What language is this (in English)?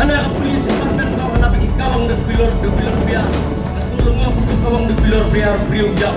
Khasi